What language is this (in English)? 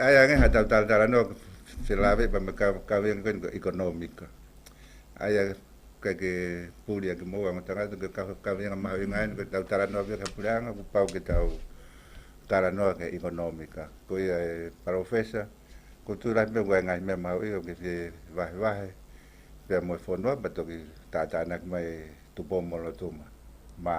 Tongan